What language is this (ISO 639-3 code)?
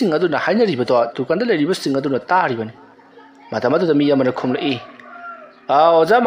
mni